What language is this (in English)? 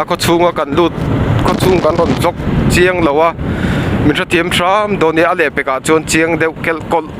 Mizo